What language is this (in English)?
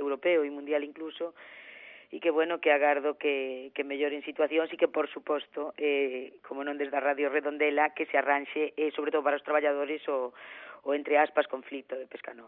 Galician